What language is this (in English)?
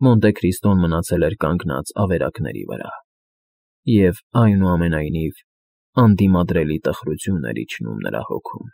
Armenian